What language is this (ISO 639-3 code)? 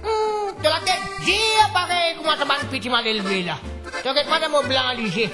mfe